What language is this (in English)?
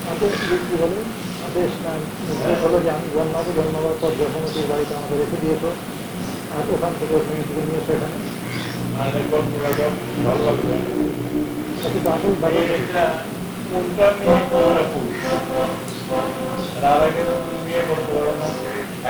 Bangla